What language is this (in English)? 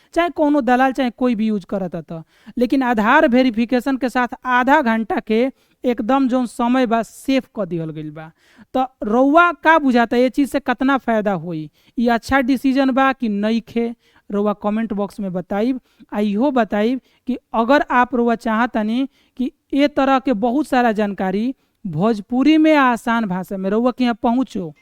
Bhojpuri